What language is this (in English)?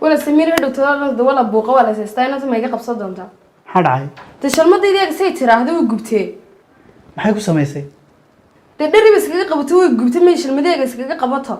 Somali